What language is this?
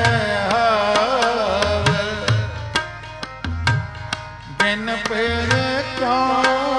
Punjabi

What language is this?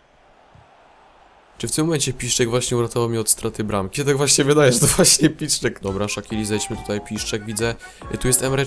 Polish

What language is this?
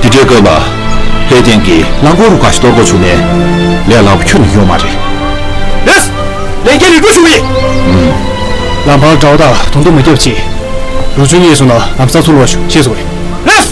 Tibetan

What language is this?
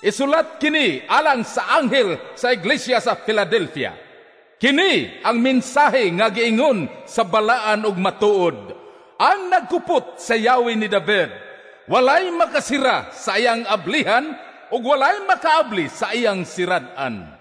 Cebuano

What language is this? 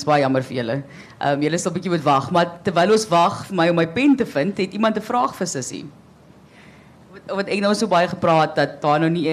Afrikaans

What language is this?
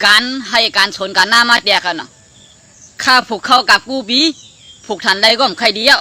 Shan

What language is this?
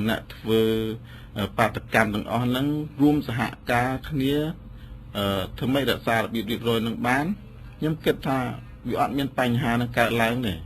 Khmer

